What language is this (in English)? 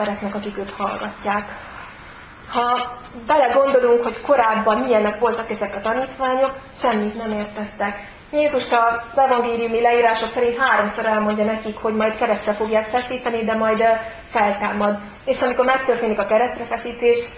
Hungarian